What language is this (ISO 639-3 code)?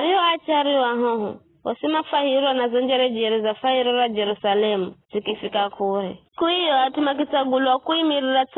nyf